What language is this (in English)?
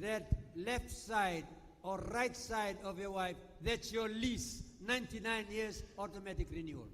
Gilbertese